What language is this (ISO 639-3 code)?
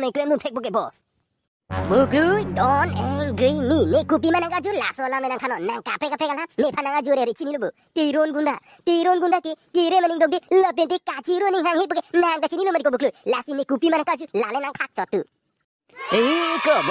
mjw